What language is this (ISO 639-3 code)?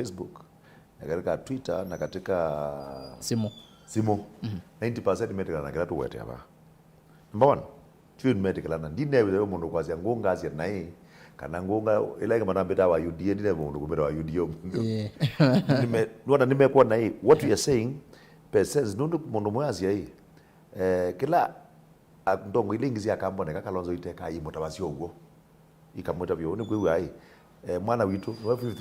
kam